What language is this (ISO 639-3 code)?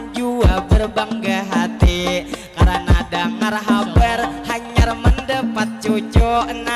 bjn